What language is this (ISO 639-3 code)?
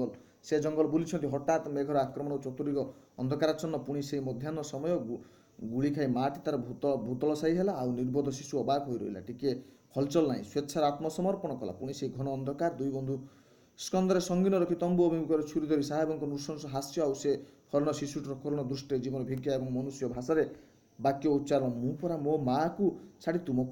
ori